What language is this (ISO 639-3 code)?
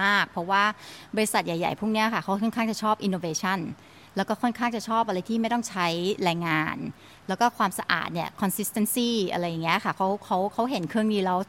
tha